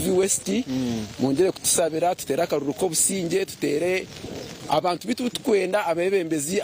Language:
Nyankole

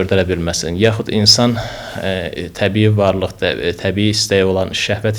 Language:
Azerbaijani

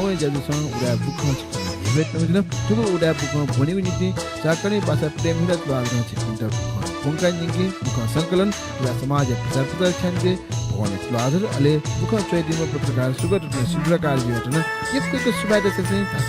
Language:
Newari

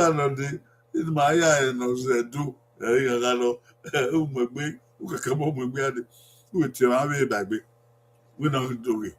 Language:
Bini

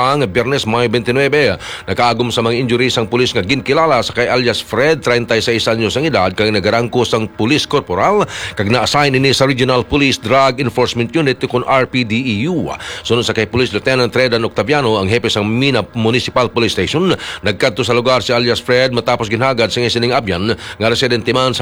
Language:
Hiligaynon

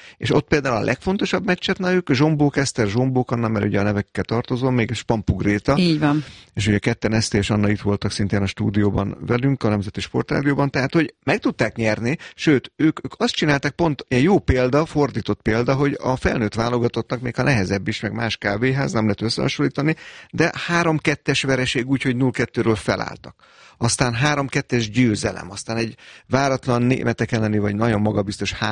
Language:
Hungarian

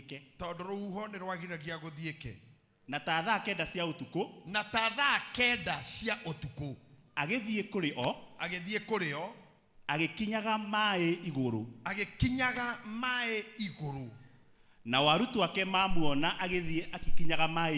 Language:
Kikuyu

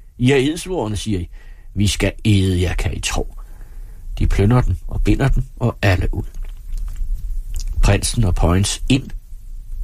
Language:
Danish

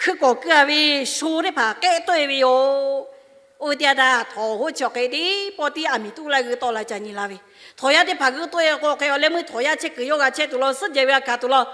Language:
Lahu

